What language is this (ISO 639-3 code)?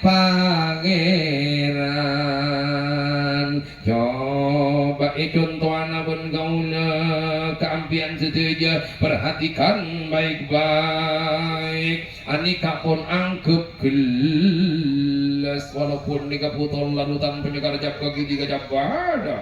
mad